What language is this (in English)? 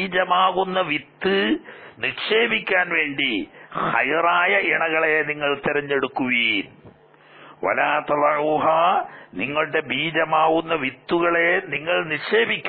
Malayalam